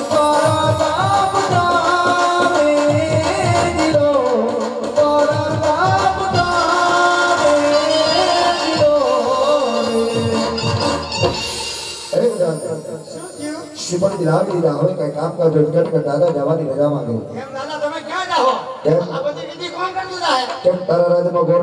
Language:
Gujarati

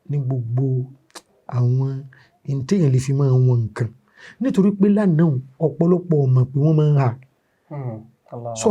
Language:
Yoruba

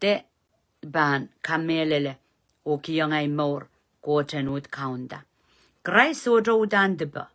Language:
Pohnpeian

